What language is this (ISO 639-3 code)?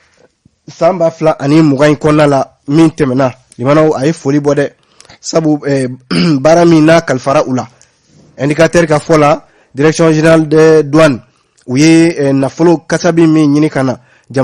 bam